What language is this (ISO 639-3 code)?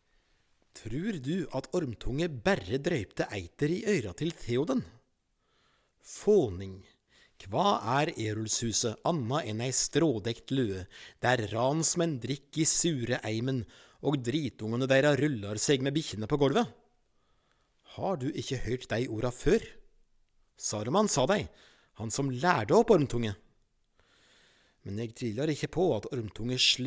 nor